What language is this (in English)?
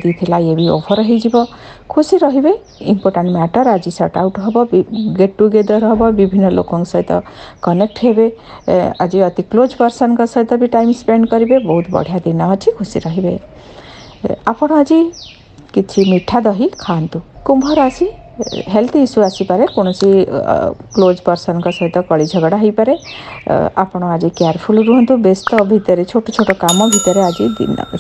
Odia